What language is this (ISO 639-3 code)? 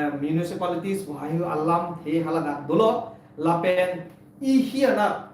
mjw